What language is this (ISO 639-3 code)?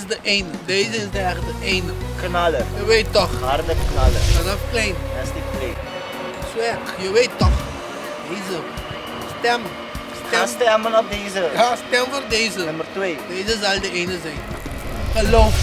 pap